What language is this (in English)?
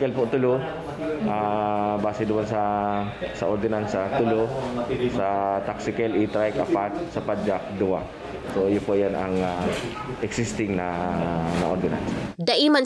Bikol